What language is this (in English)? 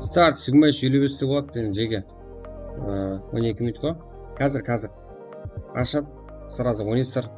Kara-Kalpak